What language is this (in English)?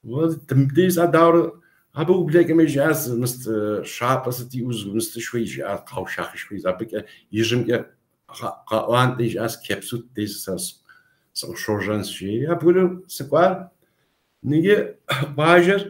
Kabardian